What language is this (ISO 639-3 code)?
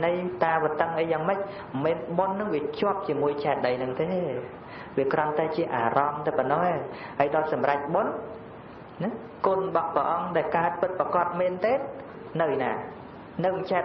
khm